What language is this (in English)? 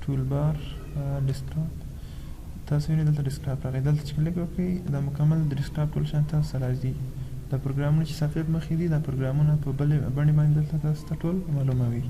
Pashto